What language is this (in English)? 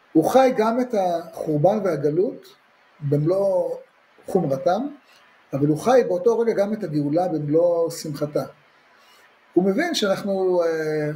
Hebrew